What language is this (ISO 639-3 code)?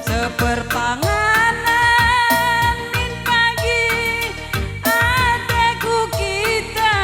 btx